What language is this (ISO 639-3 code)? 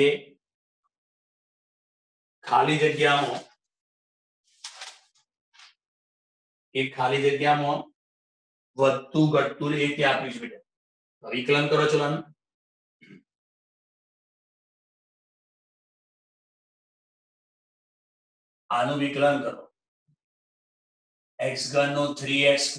guj